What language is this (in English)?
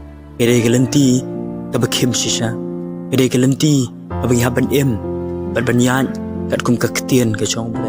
Khasi